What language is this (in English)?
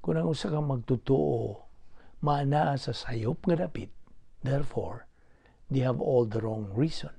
Cebuano